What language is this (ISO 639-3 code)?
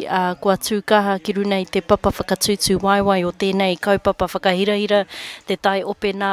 mri